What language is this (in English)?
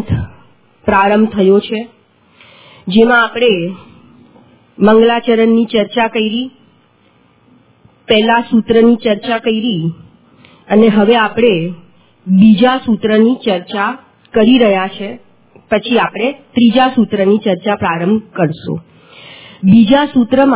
Gujarati